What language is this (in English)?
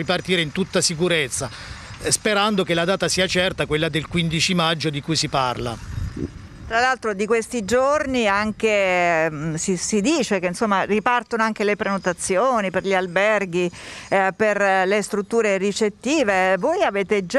Italian